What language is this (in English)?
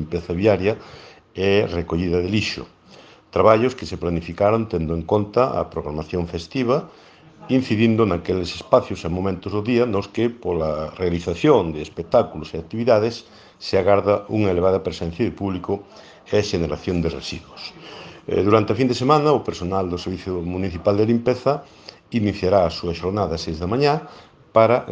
Galician